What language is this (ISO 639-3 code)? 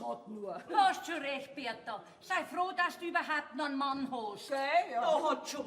bar